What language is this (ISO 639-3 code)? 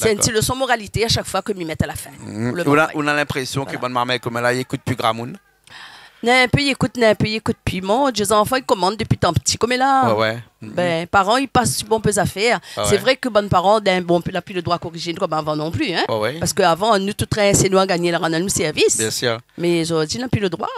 rcf